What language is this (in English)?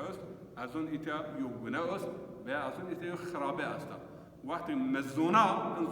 Zaza